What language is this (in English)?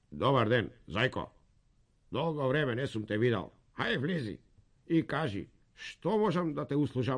Macedonian